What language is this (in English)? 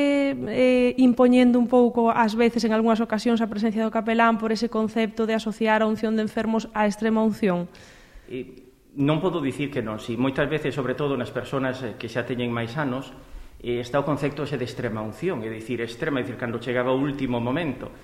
Galician